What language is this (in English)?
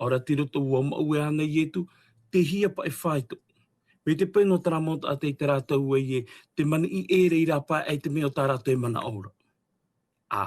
Tahitian